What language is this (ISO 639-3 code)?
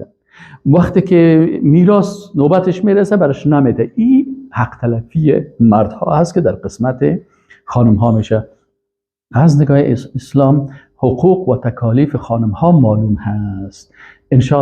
fas